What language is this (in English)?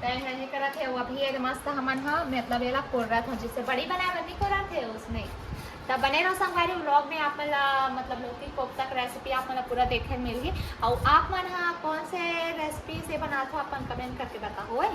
Chhattisgarhi